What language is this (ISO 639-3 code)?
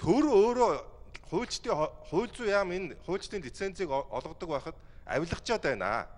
mon